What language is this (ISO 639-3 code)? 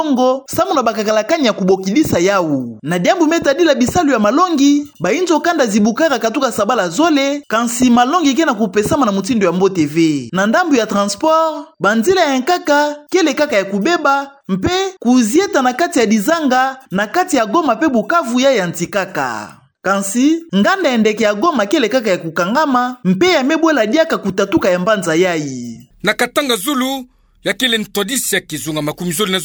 ktu